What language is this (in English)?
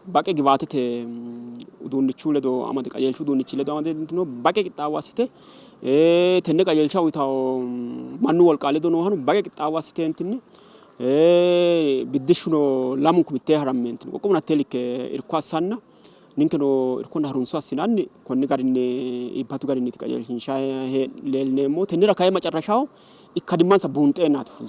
Sidamo